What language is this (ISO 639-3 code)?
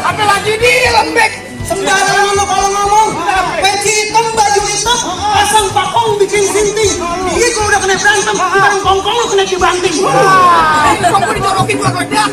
bew